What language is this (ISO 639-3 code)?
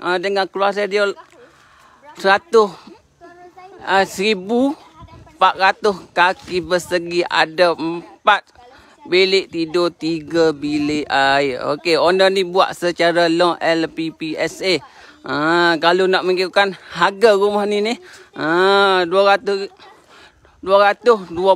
msa